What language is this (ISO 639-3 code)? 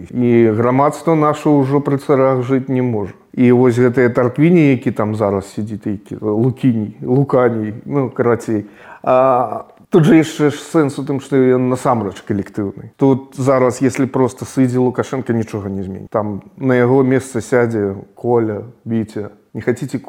bel